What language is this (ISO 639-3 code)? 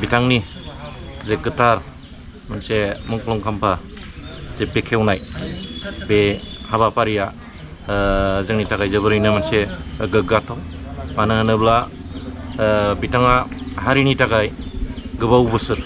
brx